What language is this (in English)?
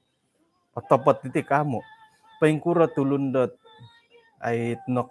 Central Dusun